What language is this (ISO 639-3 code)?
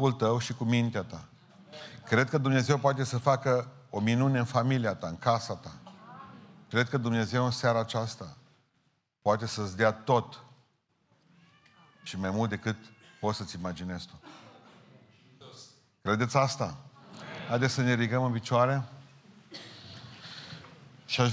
ron